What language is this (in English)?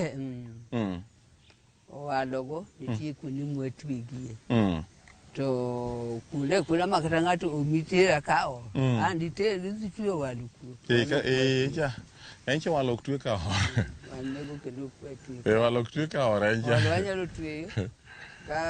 Luo (Kenya and Tanzania)